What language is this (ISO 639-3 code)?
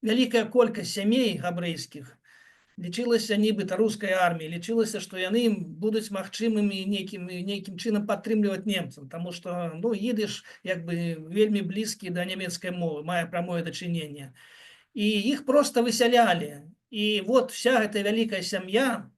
bel